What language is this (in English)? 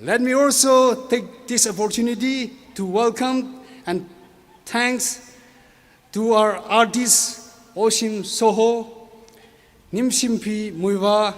Tangkhul Naga (India)